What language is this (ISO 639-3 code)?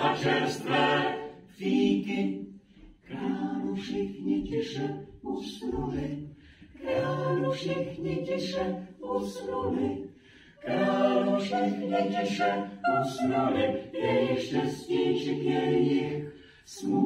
ces